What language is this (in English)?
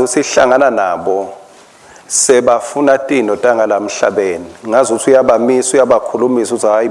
Swati